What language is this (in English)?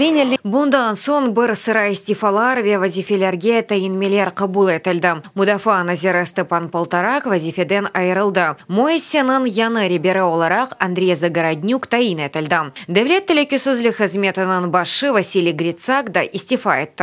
Crimean Tatar